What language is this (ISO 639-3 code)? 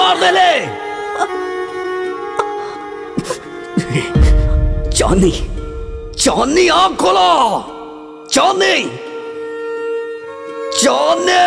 bho